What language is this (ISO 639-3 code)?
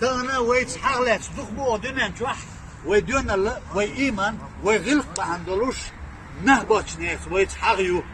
che